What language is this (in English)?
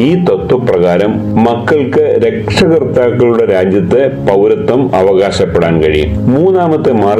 Malayalam